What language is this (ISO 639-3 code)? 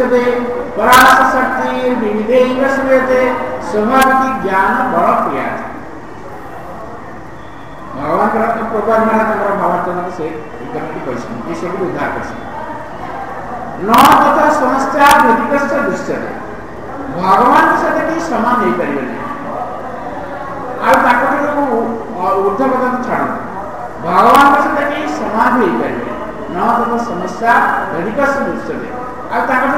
ori